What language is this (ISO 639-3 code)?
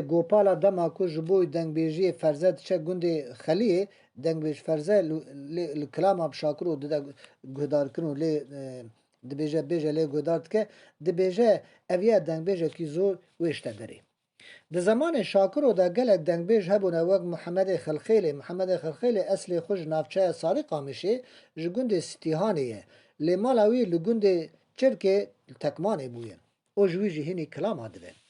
kur